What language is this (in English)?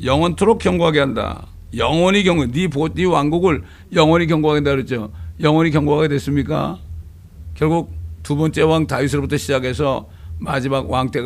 Korean